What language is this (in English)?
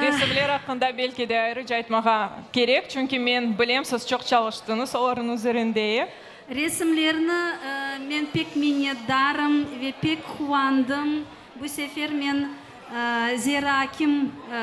Crimean Tatar